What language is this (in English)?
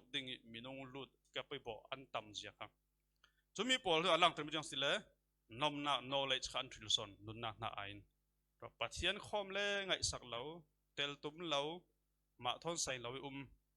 Falam Chin